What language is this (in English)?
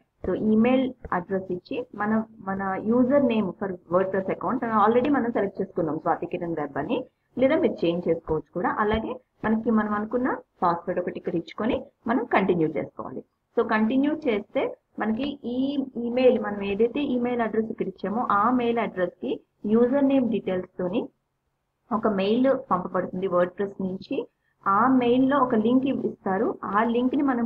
Telugu